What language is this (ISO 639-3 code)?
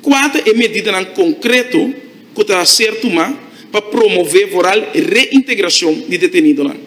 pap